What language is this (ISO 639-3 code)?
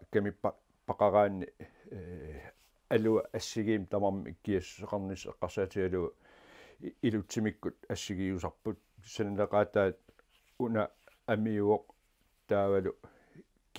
kal